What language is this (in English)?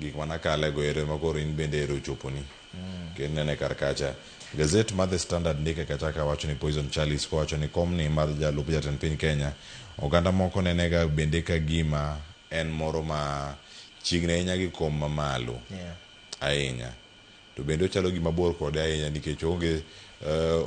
Luo (Kenya and Tanzania)